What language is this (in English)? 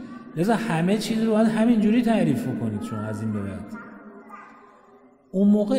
Persian